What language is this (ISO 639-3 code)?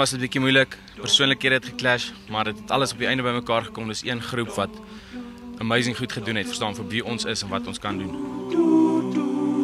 afr